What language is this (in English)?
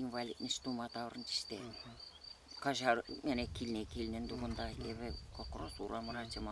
Chuvash